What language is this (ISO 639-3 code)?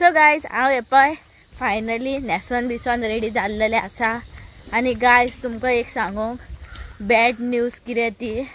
kok